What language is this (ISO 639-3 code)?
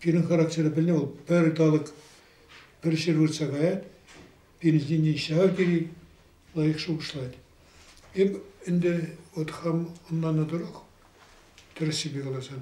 chv